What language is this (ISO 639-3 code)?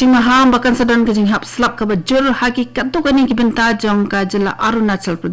kha